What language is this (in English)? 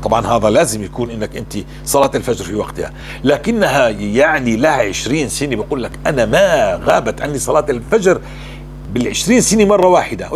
North Levantine Arabic